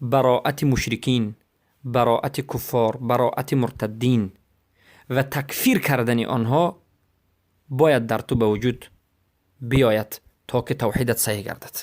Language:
Persian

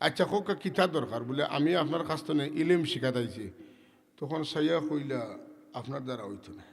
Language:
Sylheti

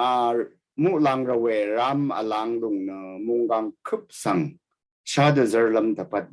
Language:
Rawang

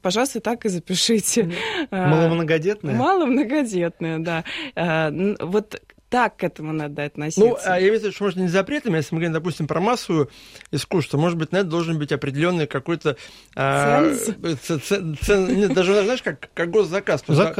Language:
Russian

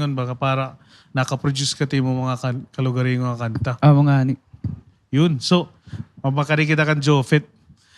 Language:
Waray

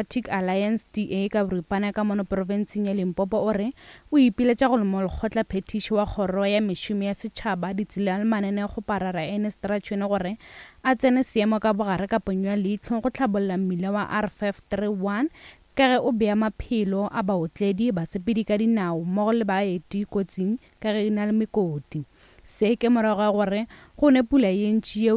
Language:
Northern Sotho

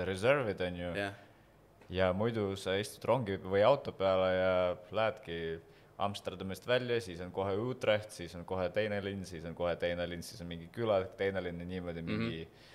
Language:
Estonian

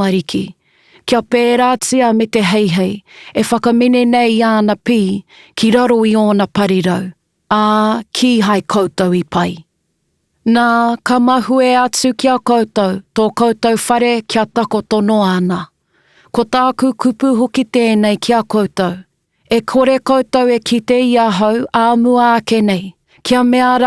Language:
Māori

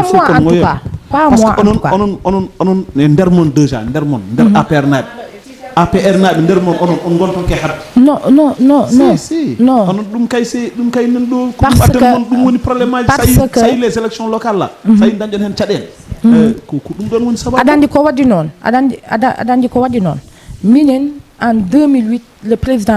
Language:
Fula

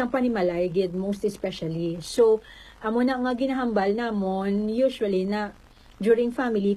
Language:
Hiligaynon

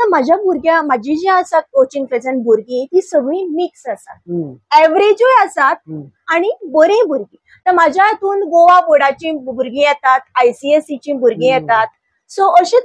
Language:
Konkani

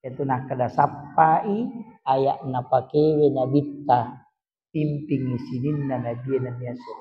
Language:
Buginese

